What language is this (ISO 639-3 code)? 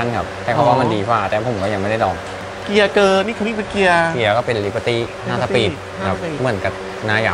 tha